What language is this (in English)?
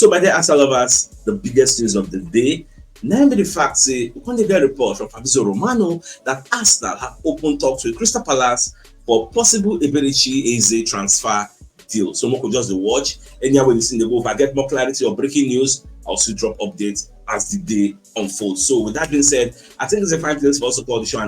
Nigerian Pidgin